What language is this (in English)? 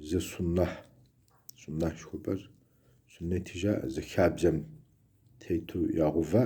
Kabardian